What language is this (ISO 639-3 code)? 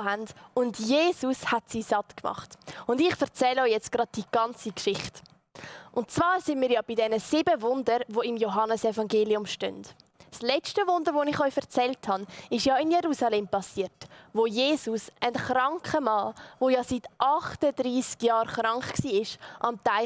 gsw